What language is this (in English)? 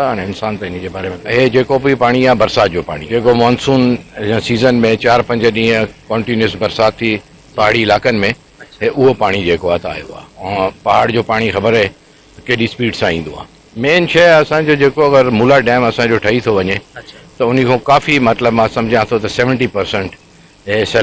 Sindhi